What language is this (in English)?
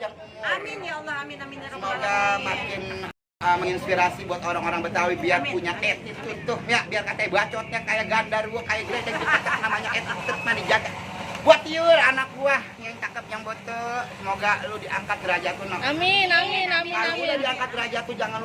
Betawi